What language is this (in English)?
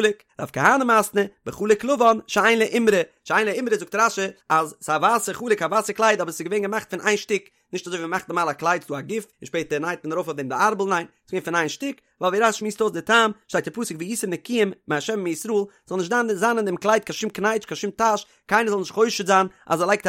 Yiddish